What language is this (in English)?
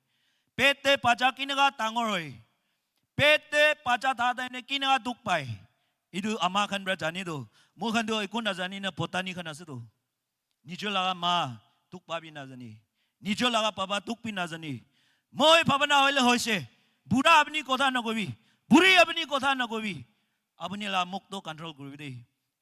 Naga Pidgin